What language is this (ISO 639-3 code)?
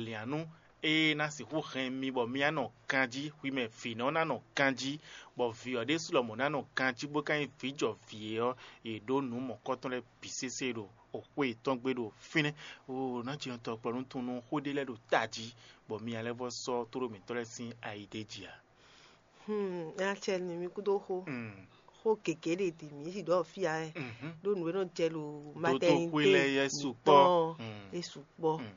fon